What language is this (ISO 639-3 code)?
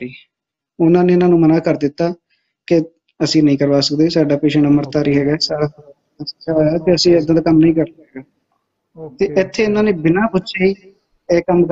pan